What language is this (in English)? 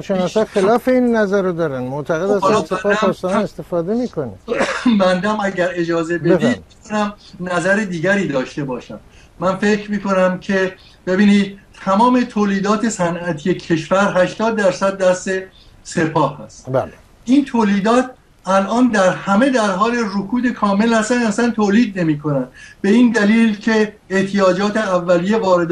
Persian